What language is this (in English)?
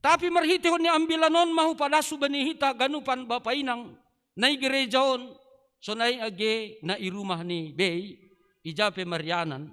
Batak Simalungun